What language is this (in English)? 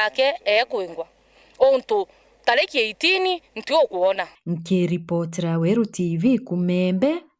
Meru